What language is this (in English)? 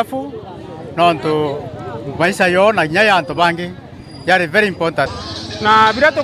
Meru